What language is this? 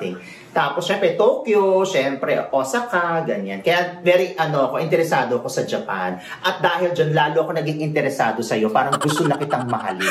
Filipino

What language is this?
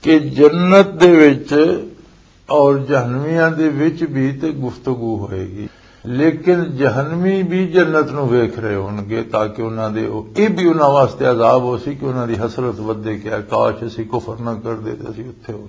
Western Panjabi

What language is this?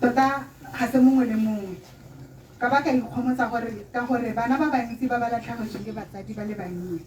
Tswana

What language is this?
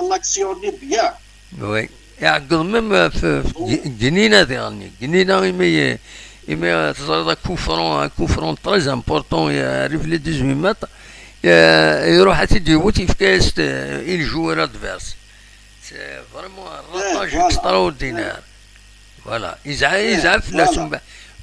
Kabyle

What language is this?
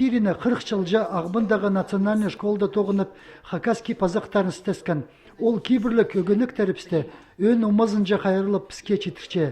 Khakas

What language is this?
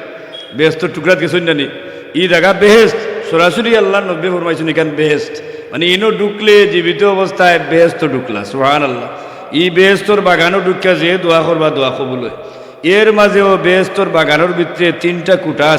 Sylheti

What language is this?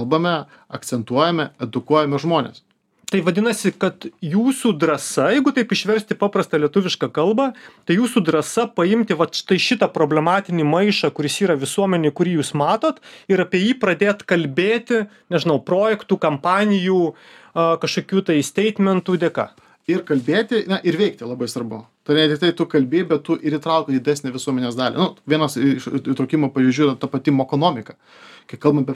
Lithuanian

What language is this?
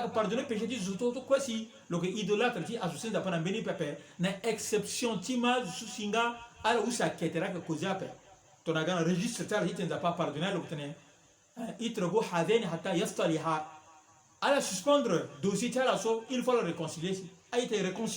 Sango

